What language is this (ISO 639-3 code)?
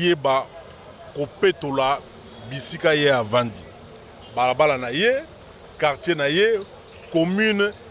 lin